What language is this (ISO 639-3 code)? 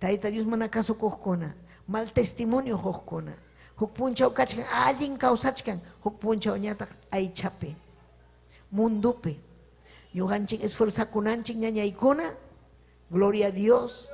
quy